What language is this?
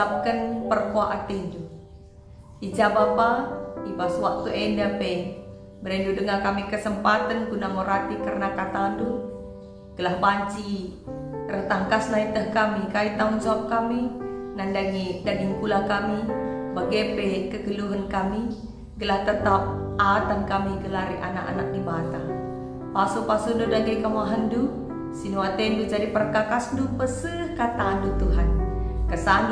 Batak Karo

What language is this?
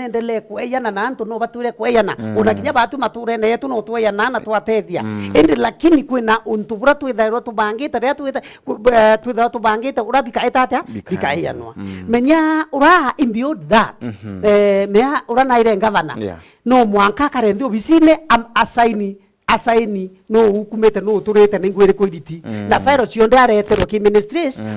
Meru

